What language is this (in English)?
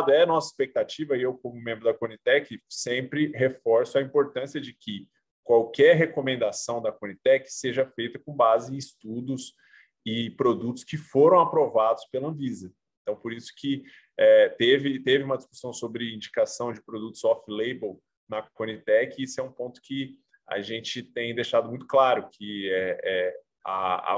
Portuguese